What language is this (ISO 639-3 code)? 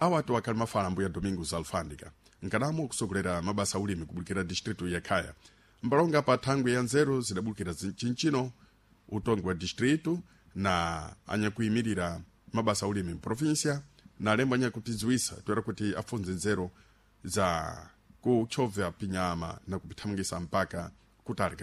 seh